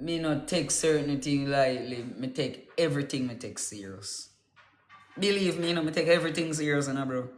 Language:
Jamaican Creole English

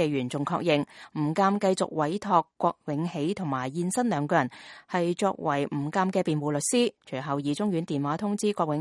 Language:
Cantonese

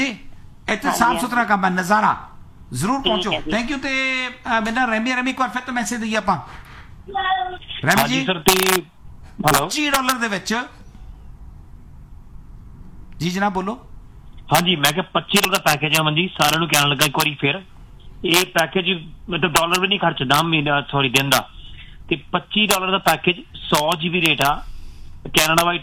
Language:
Punjabi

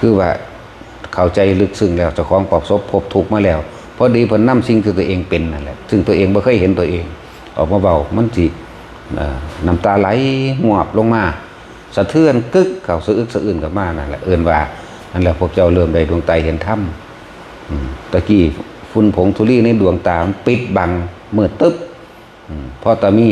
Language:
Northeastern Thai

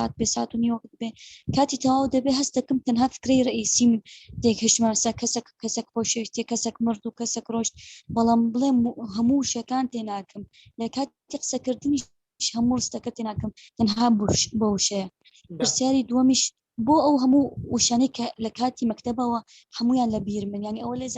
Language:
Central Kurdish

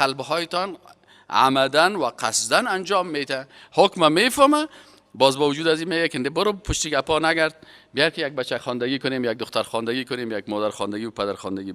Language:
Persian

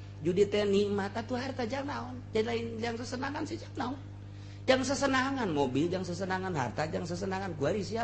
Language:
Sundanese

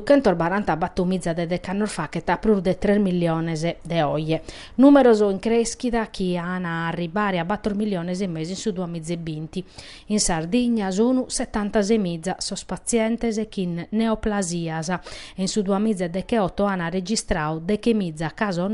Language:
Sardinian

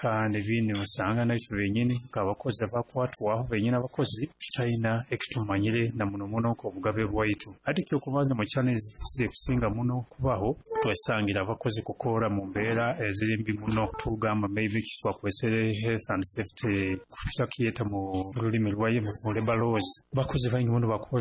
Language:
Nyoro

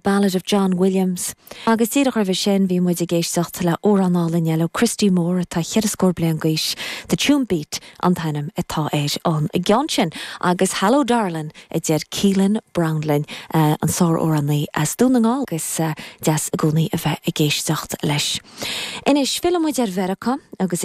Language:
Irish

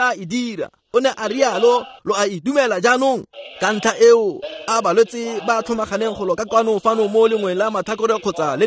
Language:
Tswana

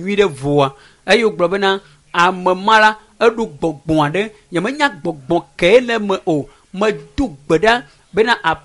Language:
Ewe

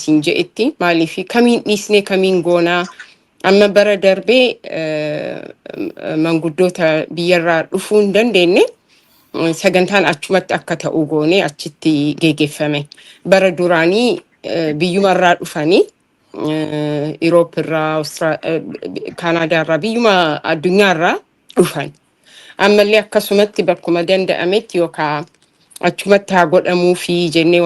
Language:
Oromo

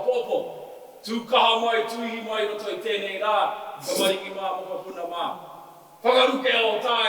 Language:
Māori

